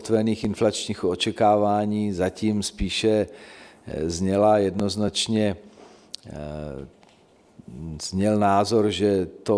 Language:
Czech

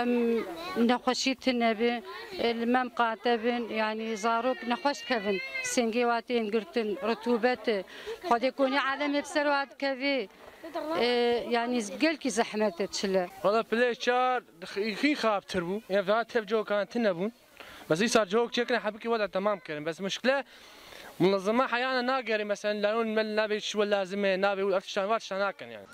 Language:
Kurdish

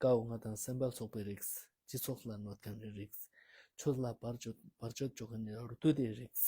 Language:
Ladakhi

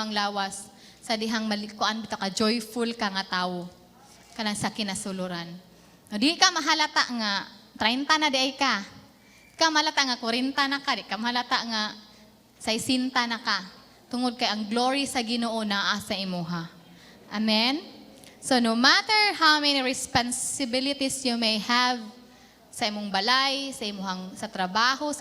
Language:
Cebuano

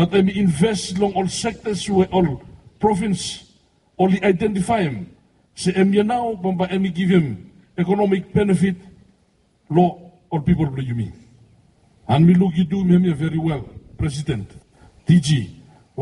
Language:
Bislama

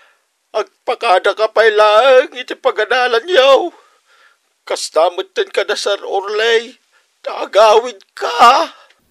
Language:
Iloko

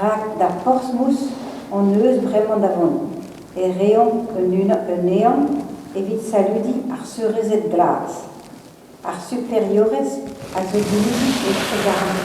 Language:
Breton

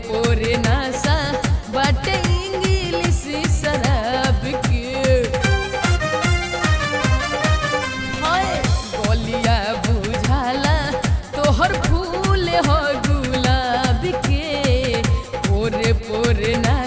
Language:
Bhojpuri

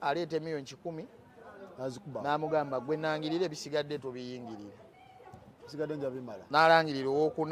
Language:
Ganda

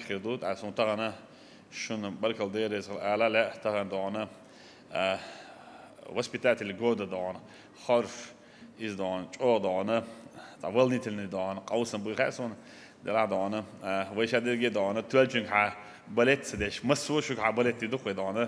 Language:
Chechen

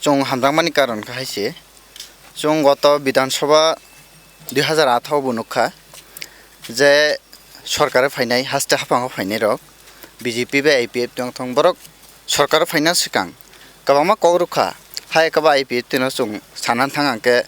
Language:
Kok Borok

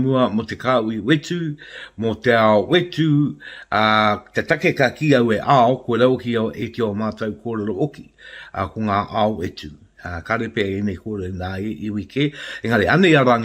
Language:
Māori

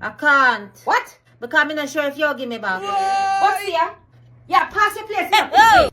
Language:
Jamaican Creole English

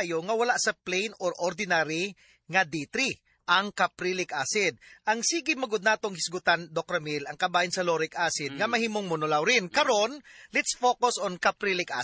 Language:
Cebuano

